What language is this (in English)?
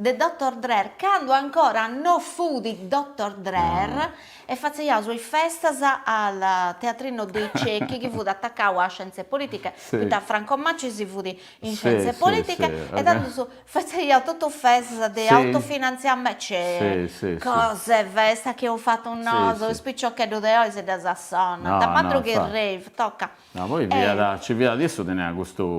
Sardinian